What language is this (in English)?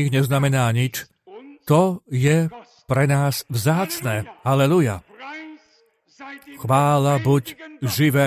Slovak